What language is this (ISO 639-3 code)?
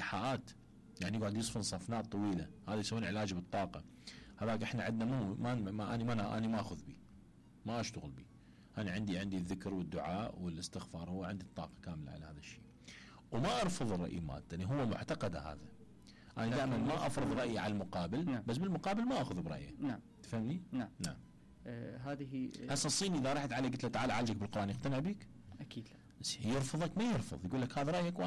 acm